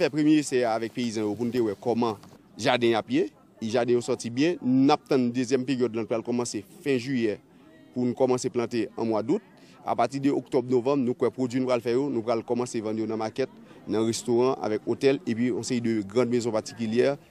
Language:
Haitian Creole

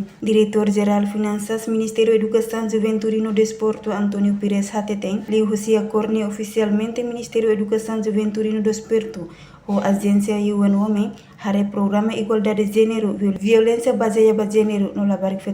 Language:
Tetum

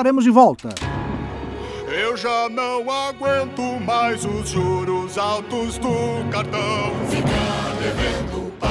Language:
Portuguese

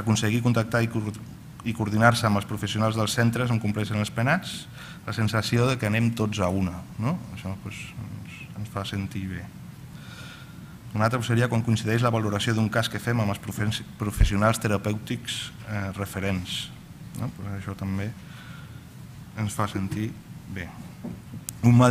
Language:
Catalan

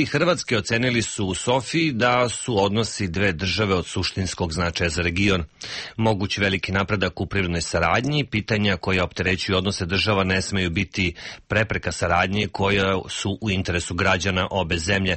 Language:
Serbian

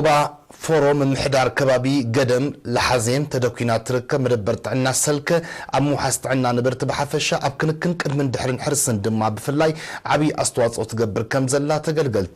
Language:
Tigrinya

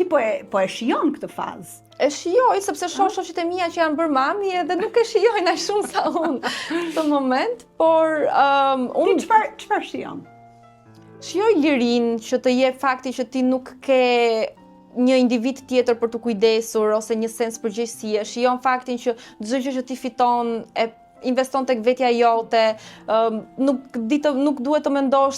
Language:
Albanian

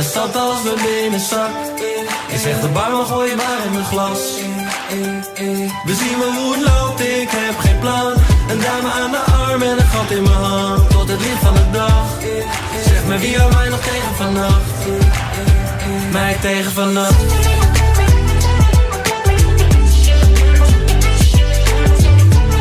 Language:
Dutch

